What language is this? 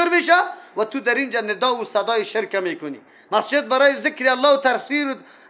Persian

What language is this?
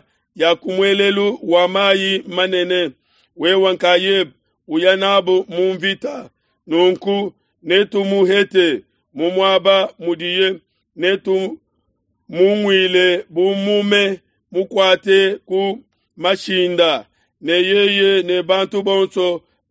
Luba-Lulua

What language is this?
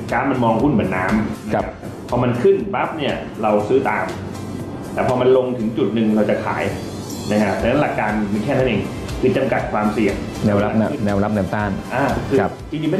Thai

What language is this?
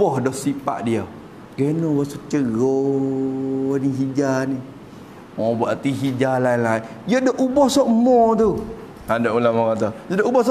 Malay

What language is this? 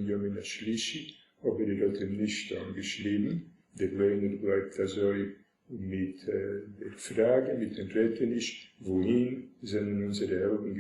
Yiddish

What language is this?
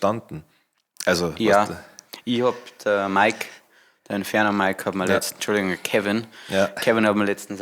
Bavarian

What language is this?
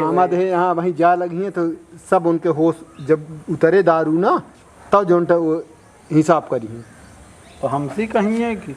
Awadhi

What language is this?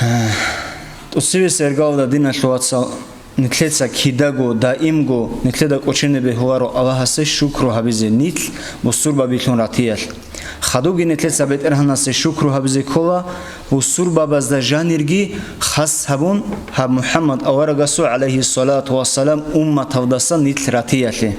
Avaric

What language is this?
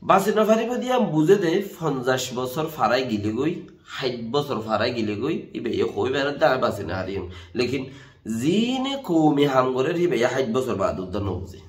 Rohingya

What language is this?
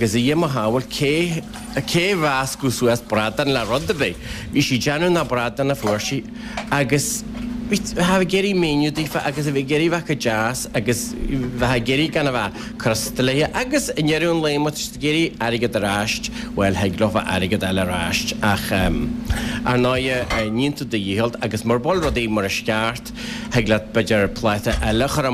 Irish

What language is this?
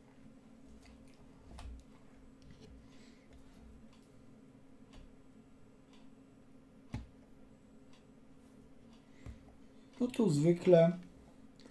Polish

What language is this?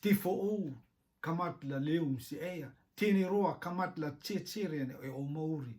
Rotuman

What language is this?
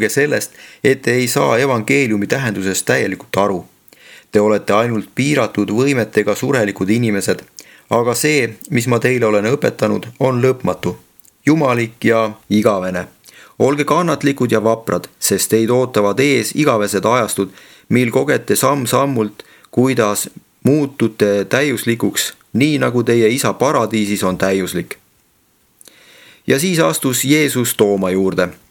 Estonian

